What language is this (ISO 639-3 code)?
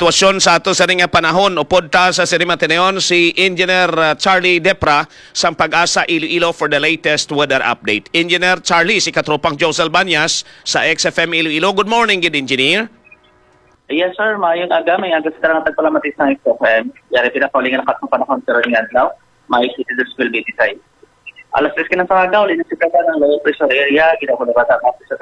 hil